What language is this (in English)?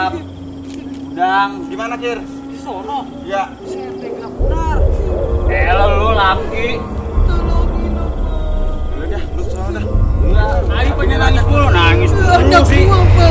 Betawi